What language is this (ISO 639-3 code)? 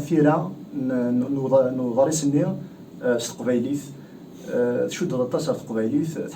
kab